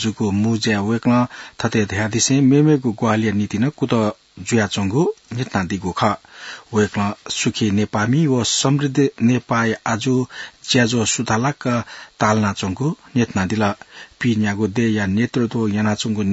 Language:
Newari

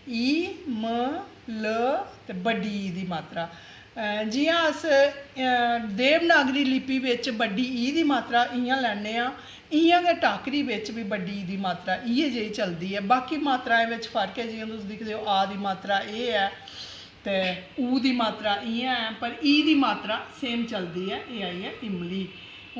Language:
Dogri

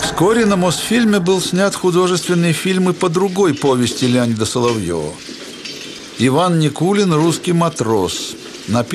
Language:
Russian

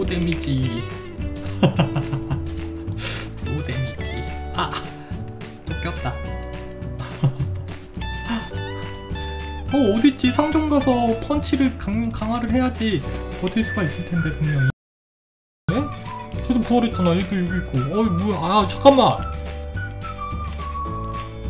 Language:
Korean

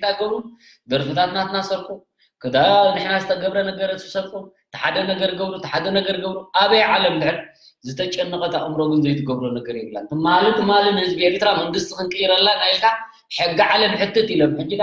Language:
Tigrinya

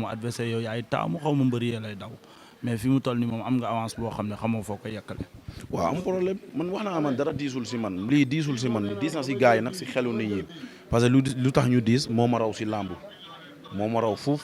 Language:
Wolof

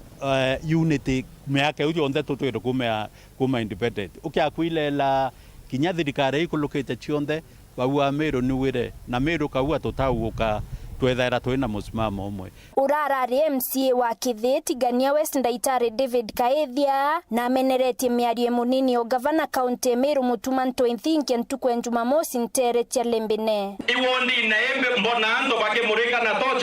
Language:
Meru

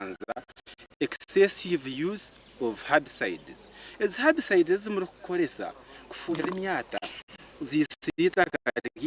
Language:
Nyankole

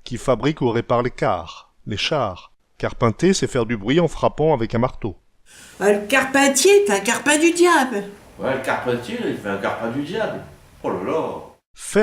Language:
Picard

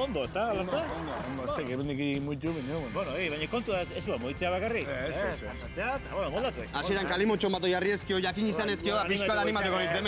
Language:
Basque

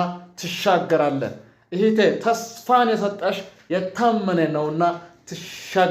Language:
Amharic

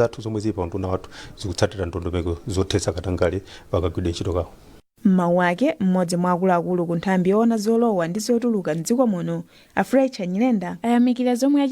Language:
Nyanja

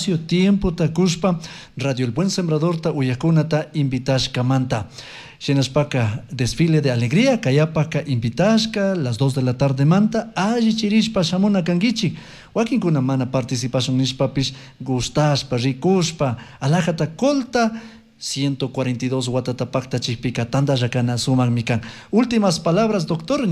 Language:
Chimborazo Highland Quichua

